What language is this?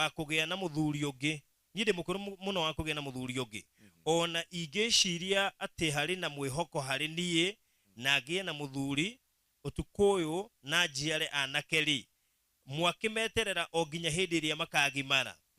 Kikuyu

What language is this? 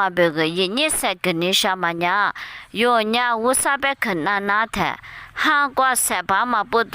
Lisu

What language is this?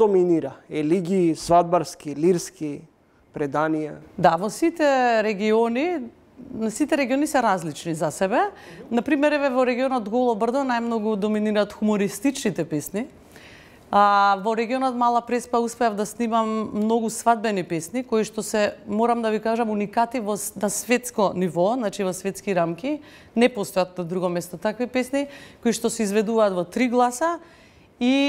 Macedonian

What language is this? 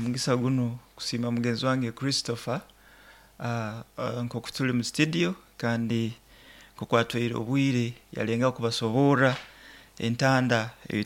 Nyoro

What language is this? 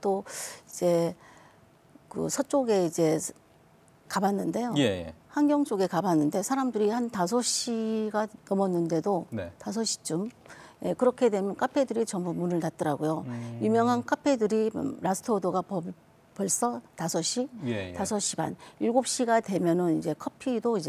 Korean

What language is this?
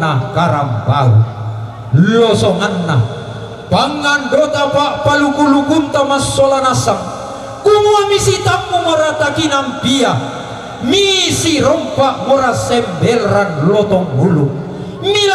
Toraja-Sa'dan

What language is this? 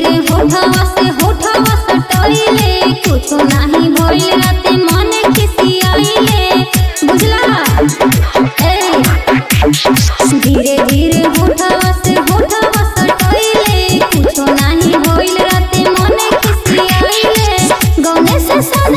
Bhojpuri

